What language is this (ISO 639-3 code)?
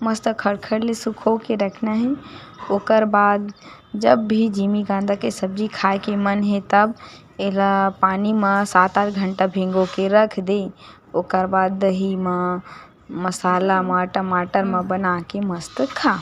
hne